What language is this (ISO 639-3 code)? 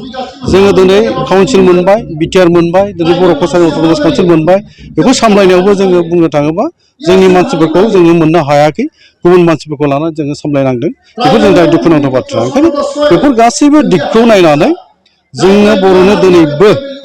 brx